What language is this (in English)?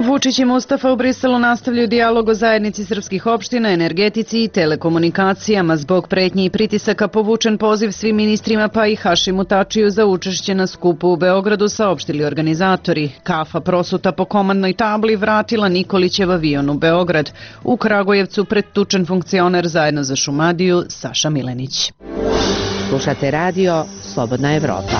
Serbian